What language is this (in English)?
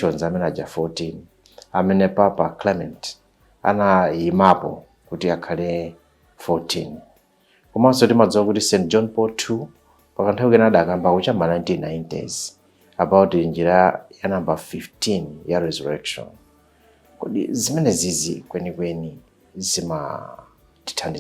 Nyanja